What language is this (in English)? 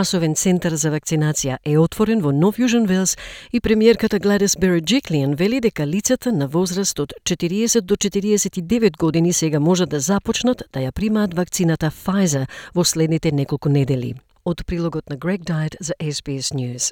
Macedonian